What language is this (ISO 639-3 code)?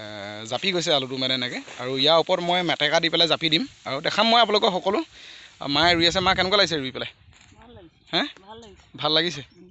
asm